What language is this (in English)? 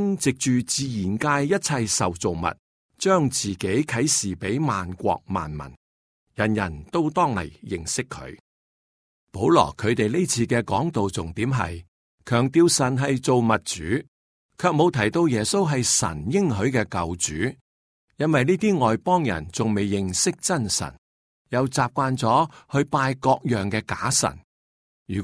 Cantonese